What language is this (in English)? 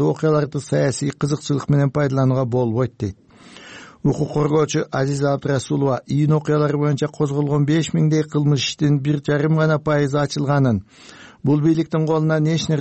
Kyrgyz